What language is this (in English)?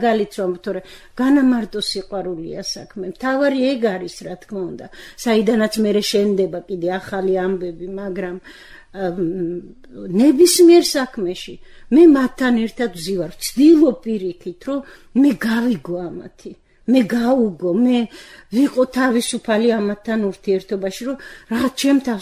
Georgian